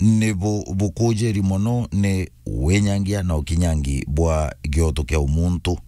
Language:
Meru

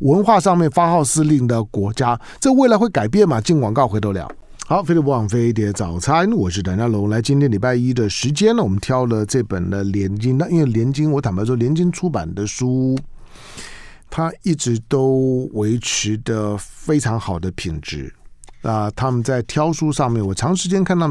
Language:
Chinese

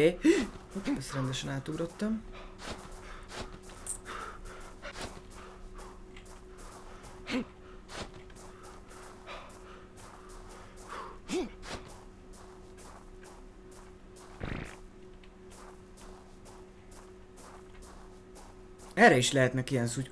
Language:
Hungarian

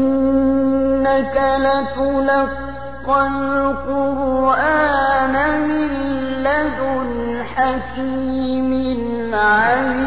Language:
Arabic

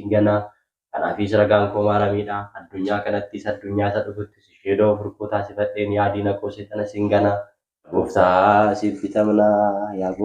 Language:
Oromo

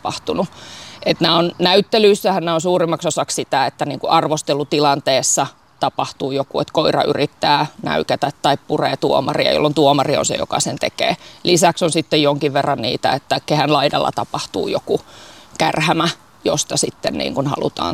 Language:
Finnish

